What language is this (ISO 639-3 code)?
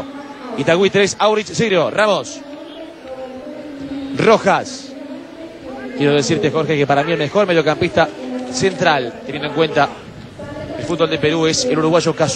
spa